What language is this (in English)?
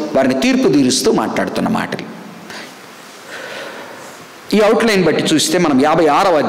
Telugu